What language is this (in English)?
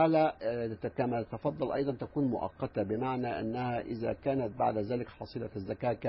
Arabic